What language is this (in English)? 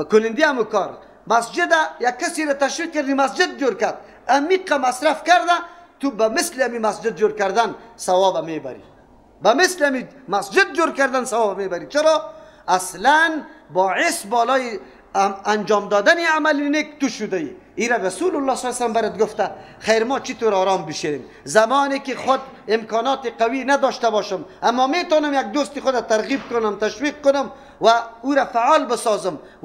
Persian